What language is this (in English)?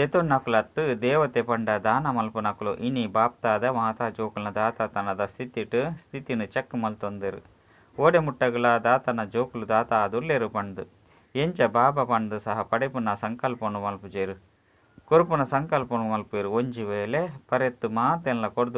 Tulu